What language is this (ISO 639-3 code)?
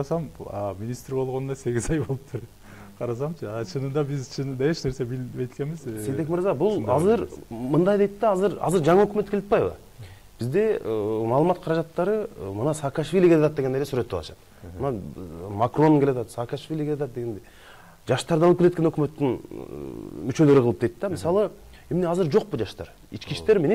kir